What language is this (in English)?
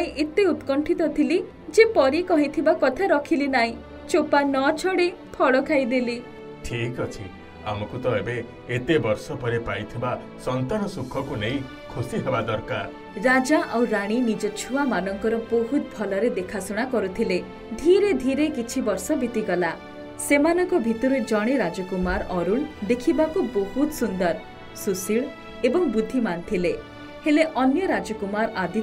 Odia